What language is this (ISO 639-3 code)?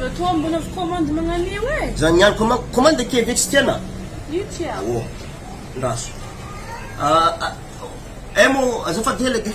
mlg